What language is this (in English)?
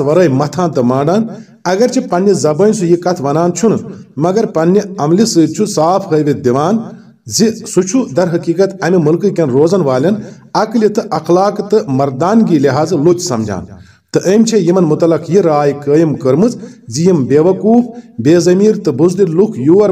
Kashmiri